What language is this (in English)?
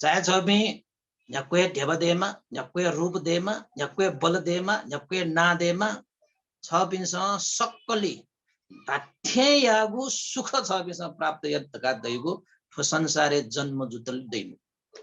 Newari